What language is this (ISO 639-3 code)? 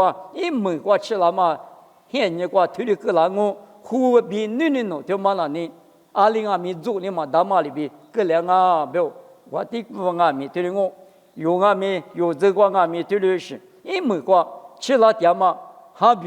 lis